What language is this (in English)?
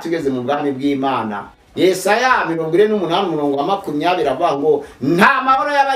Kinyarwanda